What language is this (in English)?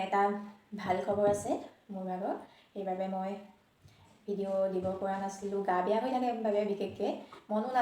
Assamese